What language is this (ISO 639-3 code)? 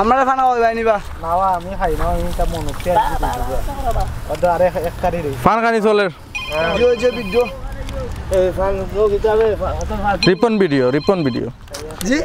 syl